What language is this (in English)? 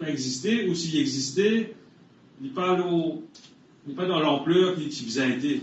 Morisyen